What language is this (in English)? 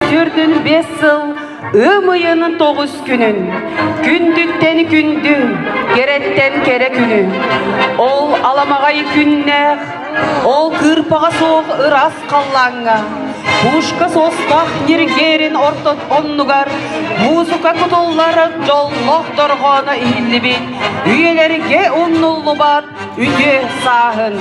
Yakut